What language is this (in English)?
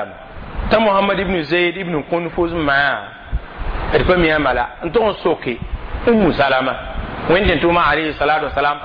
Mossi